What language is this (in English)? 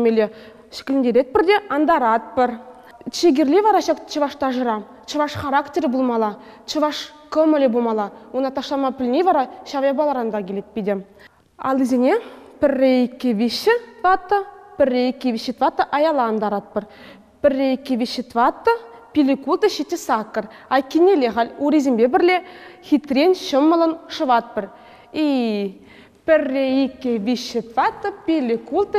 Chuvash